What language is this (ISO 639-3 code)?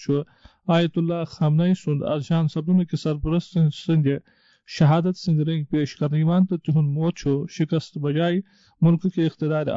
kas